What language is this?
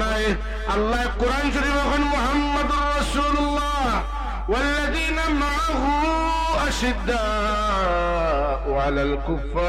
Sylheti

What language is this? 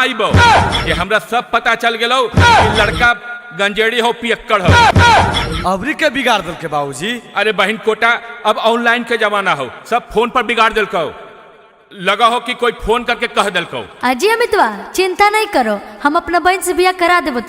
Magahi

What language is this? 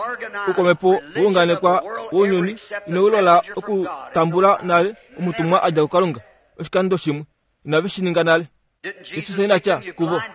Kuanyama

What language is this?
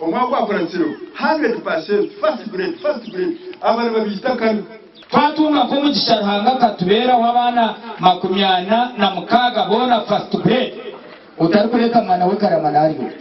Nyankole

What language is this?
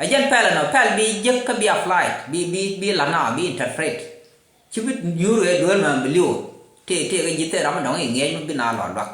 Nuer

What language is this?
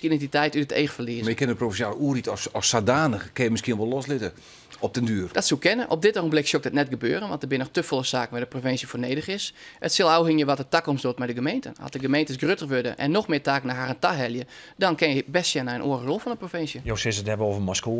Western Frisian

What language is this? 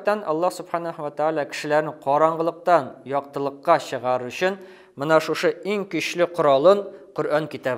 Bashkir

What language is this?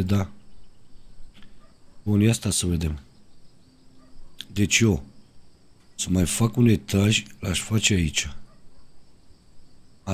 Romanian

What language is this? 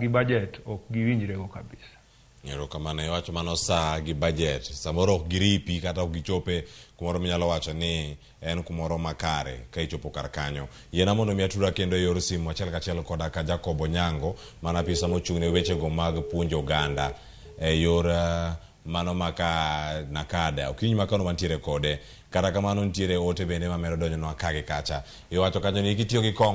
Luo (Kenya and Tanzania)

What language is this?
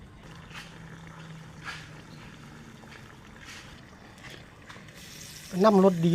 Lao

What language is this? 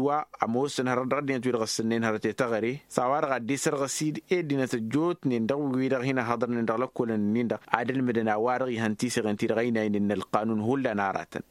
Tamasheq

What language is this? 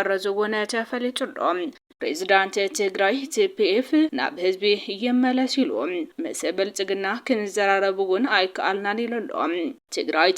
Tigrinya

